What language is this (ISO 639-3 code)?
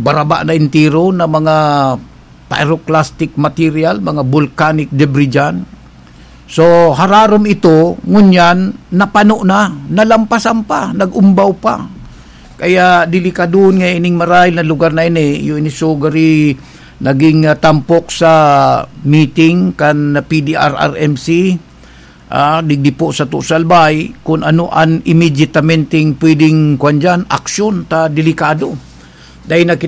bik